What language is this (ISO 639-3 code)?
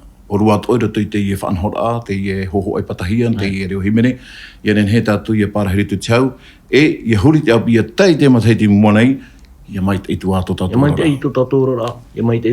tah